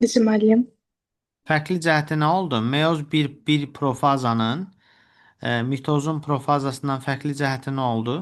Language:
Azerbaijani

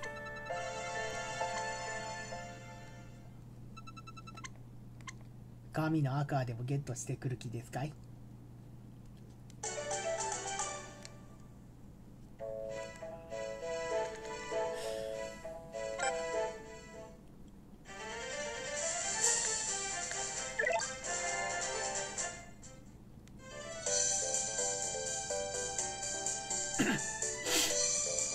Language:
Japanese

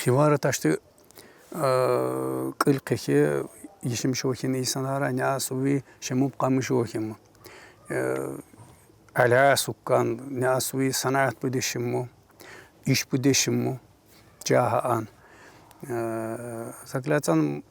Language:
Tsakhur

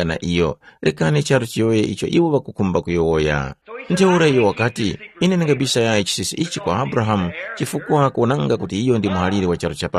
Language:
Tumbuka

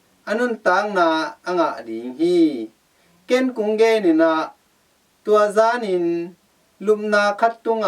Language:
Tedim Chin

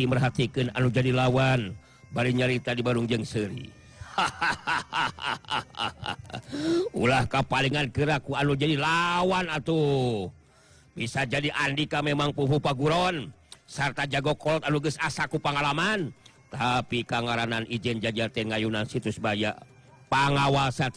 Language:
Sundanese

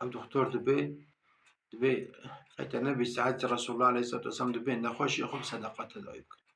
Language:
Kurdish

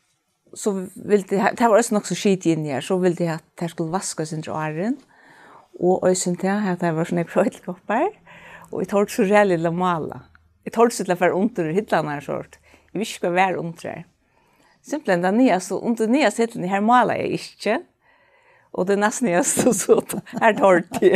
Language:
Faroese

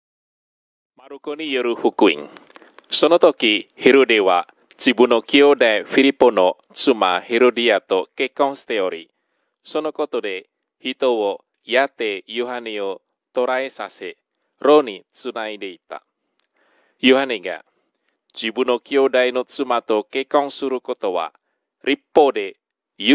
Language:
Japanese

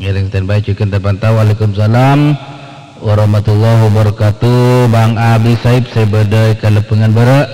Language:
Madurese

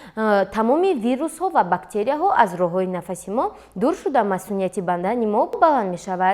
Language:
Tajik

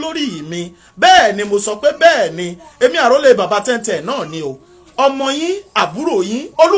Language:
Yoruba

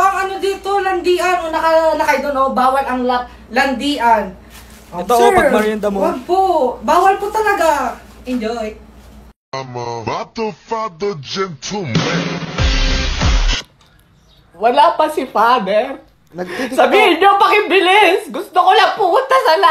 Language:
Filipino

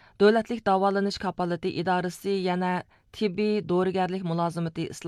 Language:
Uyghur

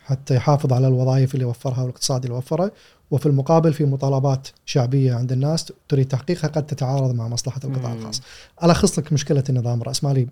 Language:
Gulf Arabic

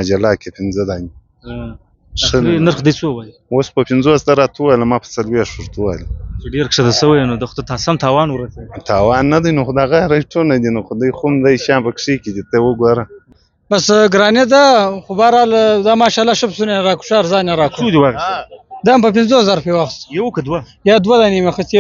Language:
Pashto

